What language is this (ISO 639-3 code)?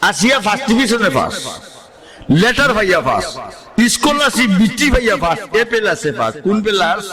syl